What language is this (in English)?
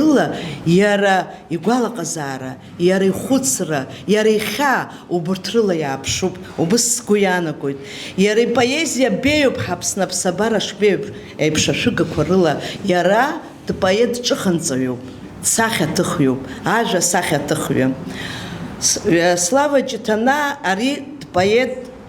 Abkhazian